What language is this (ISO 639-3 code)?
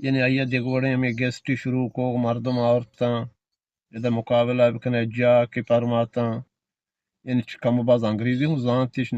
bgp